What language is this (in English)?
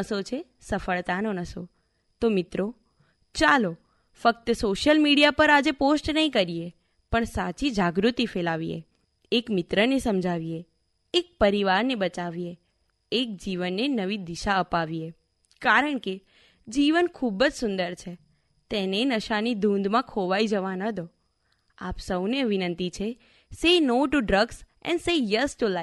Gujarati